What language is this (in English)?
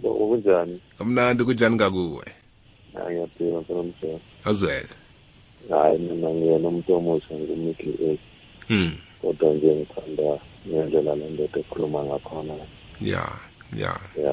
South Ndebele